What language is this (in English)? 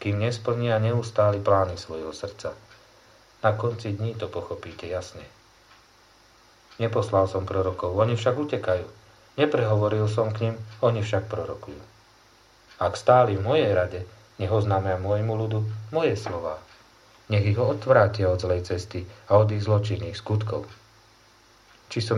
Slovak